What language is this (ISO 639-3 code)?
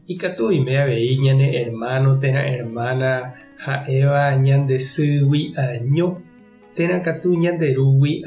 grn